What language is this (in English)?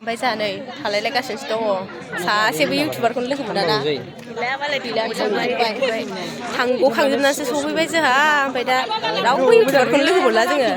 Bodo